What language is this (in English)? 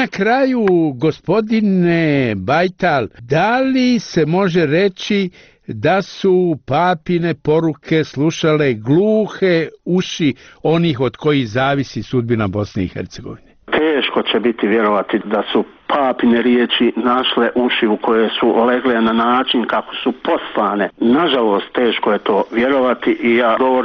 Bosnian